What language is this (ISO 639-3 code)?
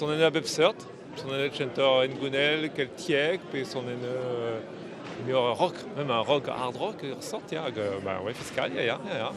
bre